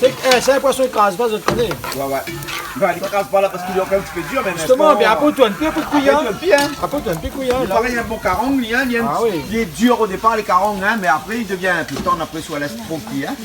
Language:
Réunion Creole French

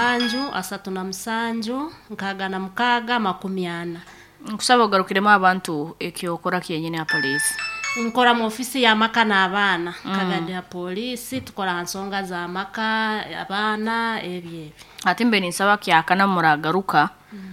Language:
Nyankole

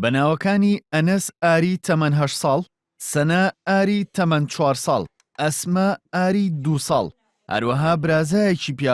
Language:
Central Kurdish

